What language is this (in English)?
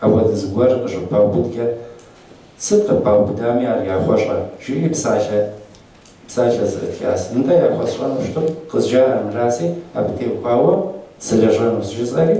Kabardian